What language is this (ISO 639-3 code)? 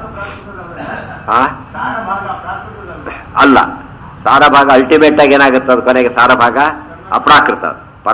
kan